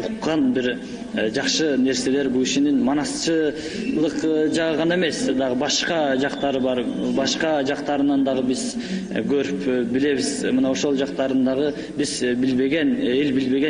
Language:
Kyrgyz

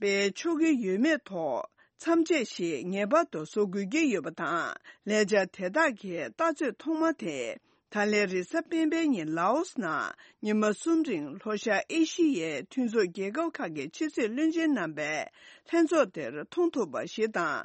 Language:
Tibetan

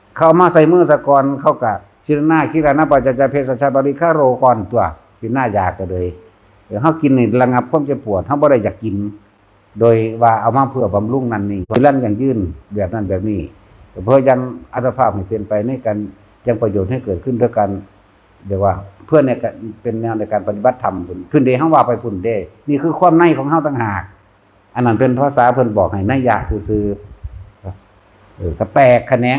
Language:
Northeastern Thai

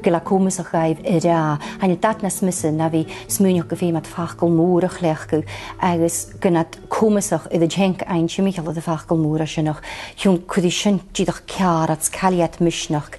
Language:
Scottish Gaelic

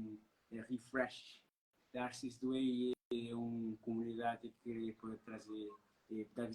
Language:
Kabuverdianu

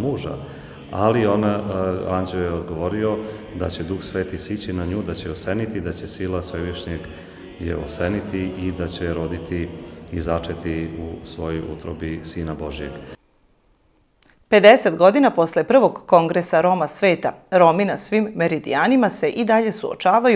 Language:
Serbian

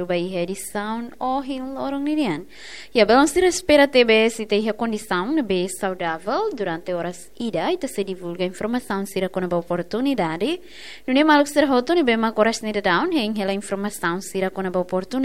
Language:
Tetum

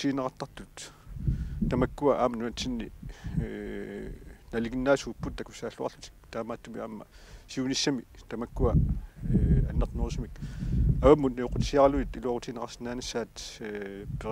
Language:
Kalaallisut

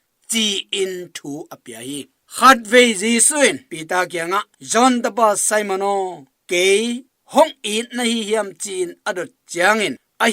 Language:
Tedim Chin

